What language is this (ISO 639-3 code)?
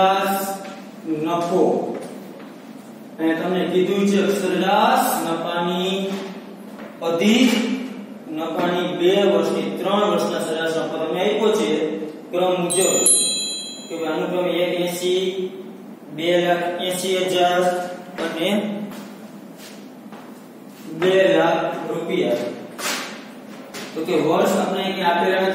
guj